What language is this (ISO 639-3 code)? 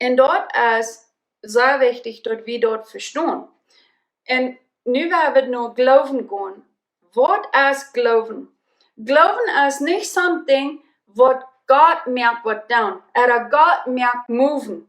pdt